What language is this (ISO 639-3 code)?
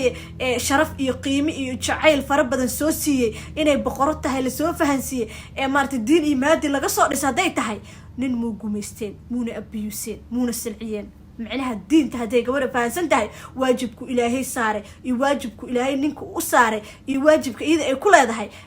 som